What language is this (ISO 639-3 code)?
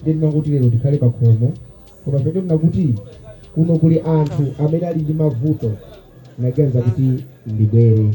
nya